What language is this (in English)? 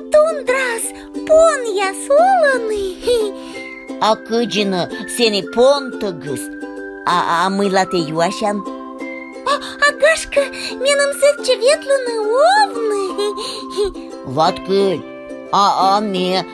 Komi